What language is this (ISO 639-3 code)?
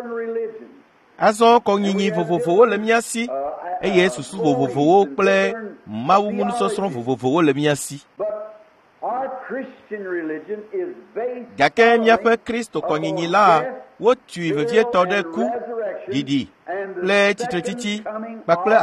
ewe